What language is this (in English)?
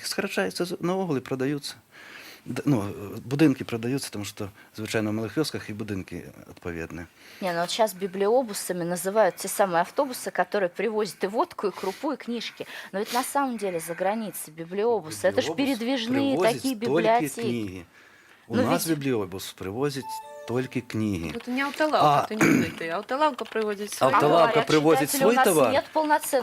Belarusian